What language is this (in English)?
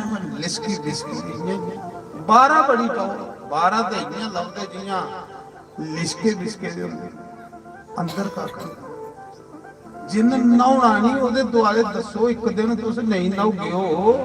Dogri